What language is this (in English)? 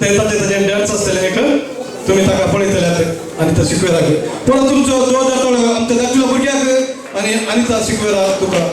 Konkani